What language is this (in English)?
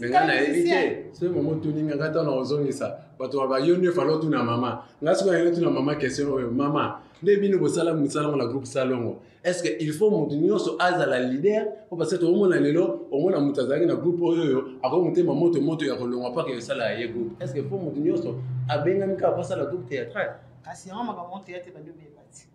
Lingala